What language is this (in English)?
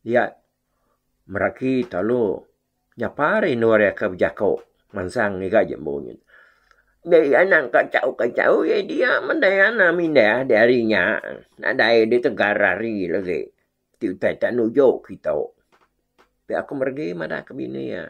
Iban